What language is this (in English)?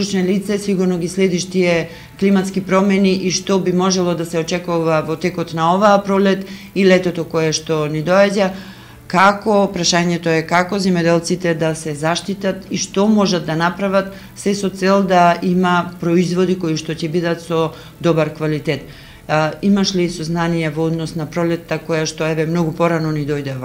Macedonian